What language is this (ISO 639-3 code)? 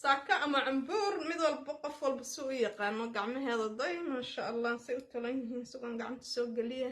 som